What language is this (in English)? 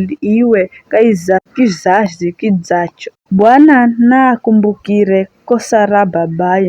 Giryama